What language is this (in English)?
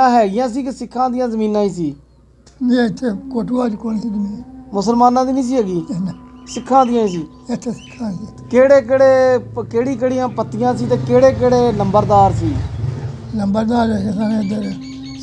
Punjabi